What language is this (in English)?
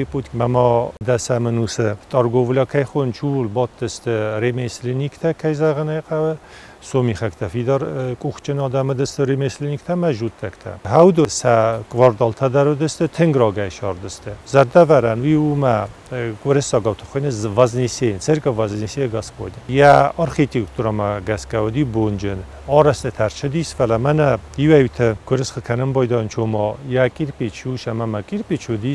Ossetic